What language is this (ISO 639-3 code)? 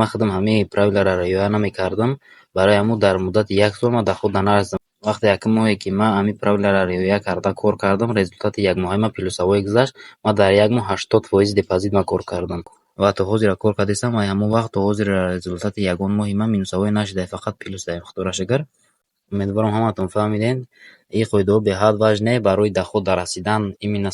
tgk